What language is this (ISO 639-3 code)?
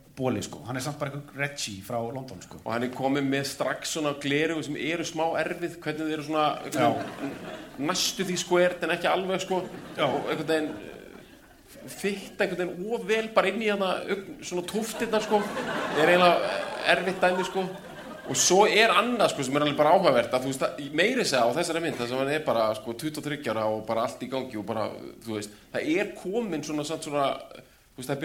isl